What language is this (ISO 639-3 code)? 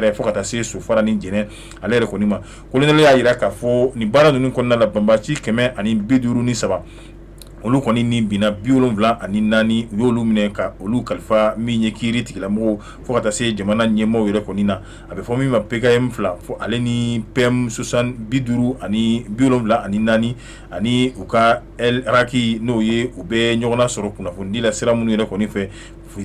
bam